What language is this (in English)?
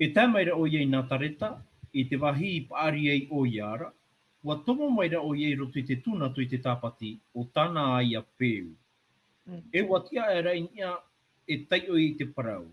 Tahitian